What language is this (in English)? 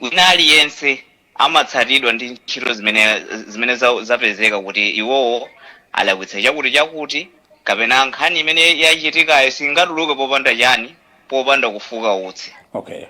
Nyanja